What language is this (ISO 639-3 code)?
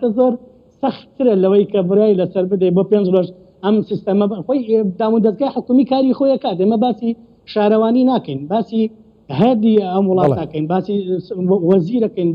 ckb